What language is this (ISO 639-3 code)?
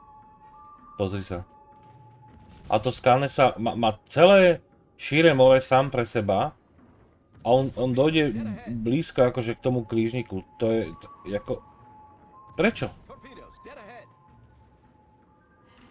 slk